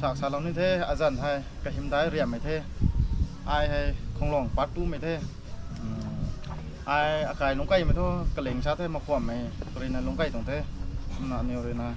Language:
Rongmei Naga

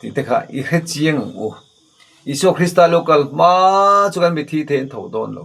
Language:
Mizo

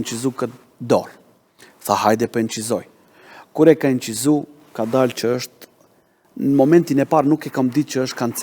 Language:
Albanian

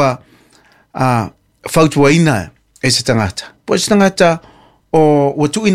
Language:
Samoan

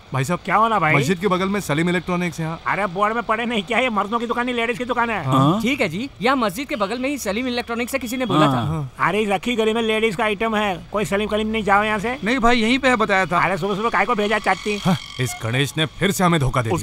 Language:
Hindi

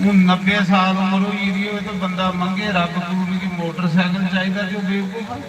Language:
Dogri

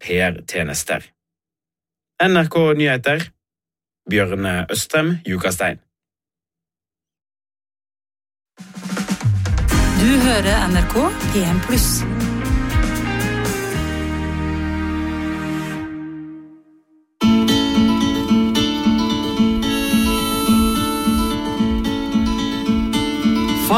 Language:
Norwegian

